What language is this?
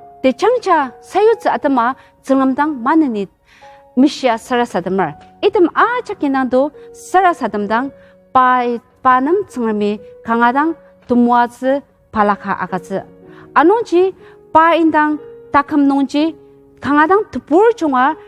Ao Naga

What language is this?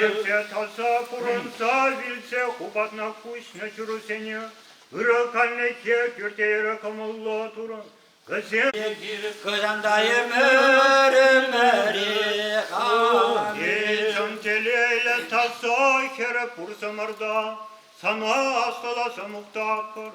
Chuvash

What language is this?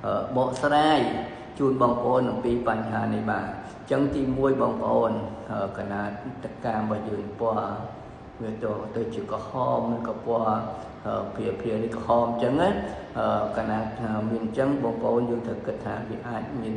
Khmer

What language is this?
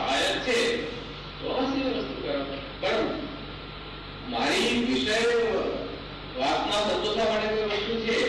Gujarati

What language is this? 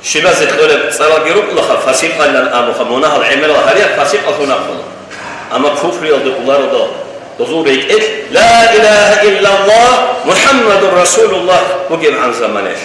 Avaric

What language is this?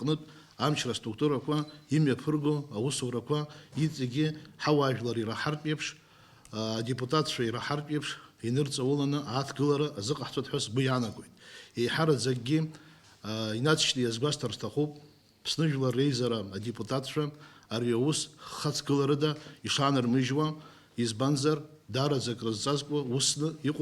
Abkhazian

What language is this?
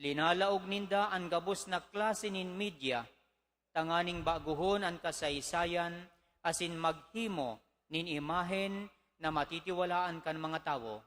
Bikol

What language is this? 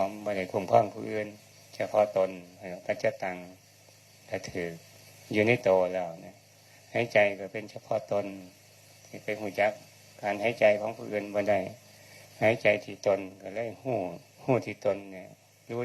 Northeastern Thai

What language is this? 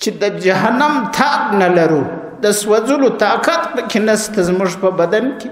Pashto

